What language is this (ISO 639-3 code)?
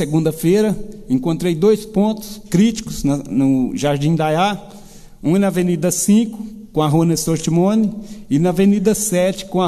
por